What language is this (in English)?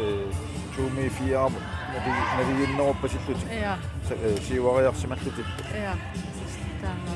Kalaallisut